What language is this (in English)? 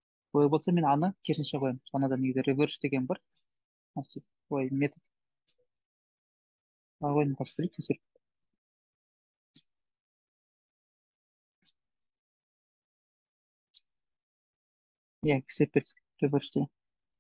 Kazakh